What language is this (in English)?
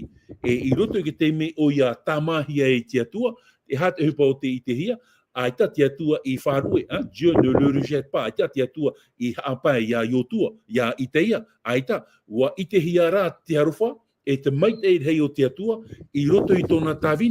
Tahitian